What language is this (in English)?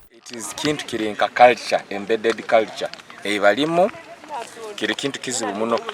Ganda